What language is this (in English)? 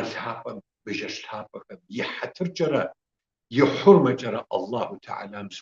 Kabardian